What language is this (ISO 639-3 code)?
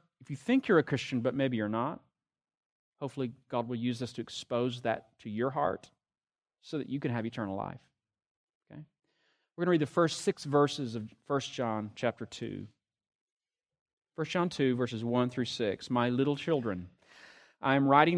eng